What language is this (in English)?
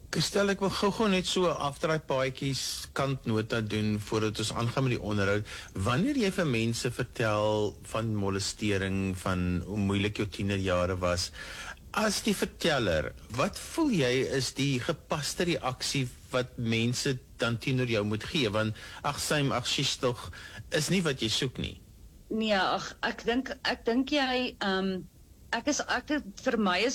Afrikaans